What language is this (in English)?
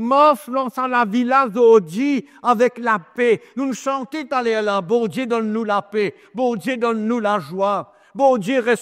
Morisyen